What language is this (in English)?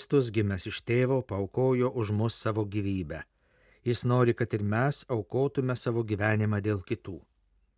Lithuanian